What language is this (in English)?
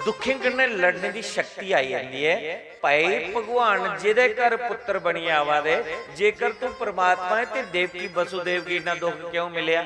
Dogri